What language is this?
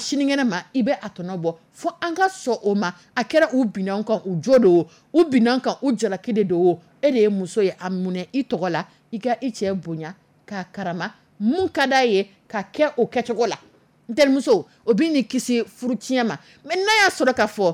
Dyula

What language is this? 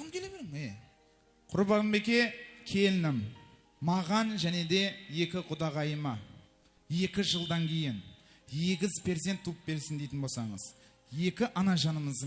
Kara-Kalpak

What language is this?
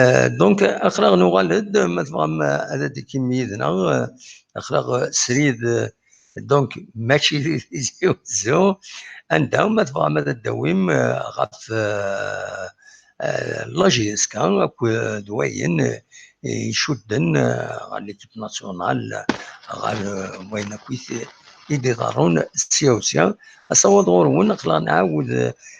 Kabyle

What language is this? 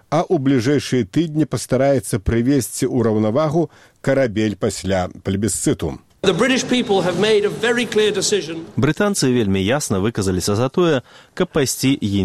Belarusian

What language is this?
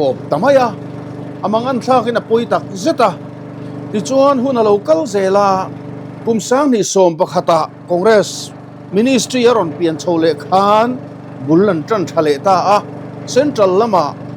Mizo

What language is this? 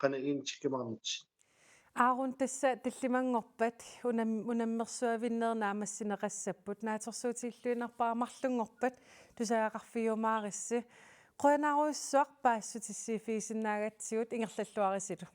Kalaallisut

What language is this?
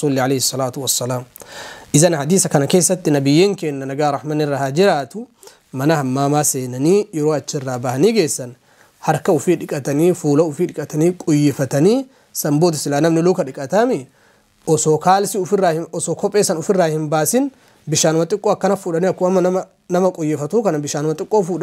Oromo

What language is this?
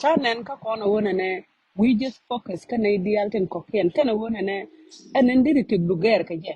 Nuer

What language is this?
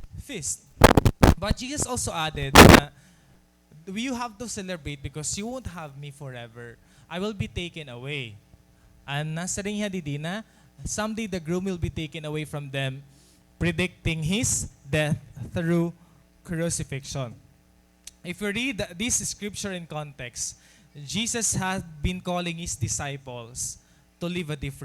Waray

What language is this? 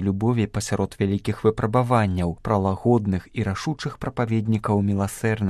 Belarusian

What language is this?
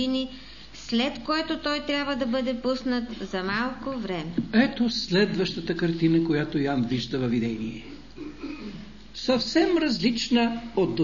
Bulgarian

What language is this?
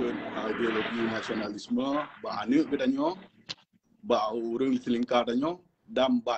Achinese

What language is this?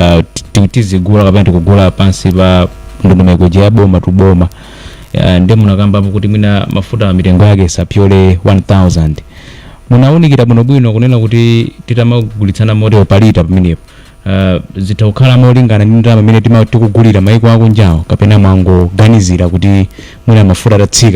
Nyanja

